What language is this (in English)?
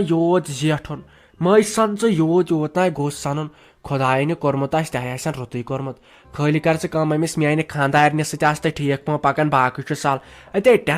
Kashmiri